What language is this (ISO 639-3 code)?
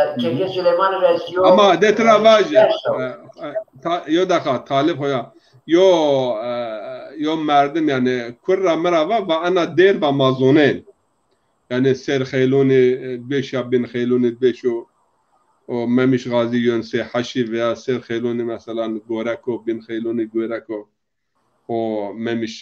zza